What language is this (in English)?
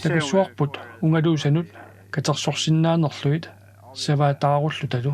Kalaallisut